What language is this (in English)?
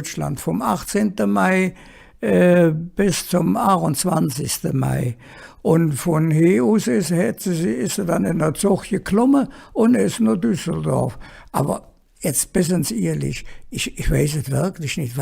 Colognian